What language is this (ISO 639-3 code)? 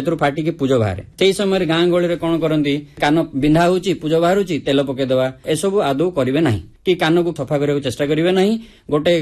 ori